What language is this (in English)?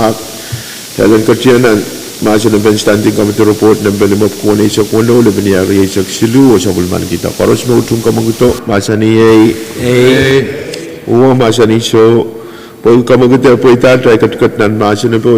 Pohnpeian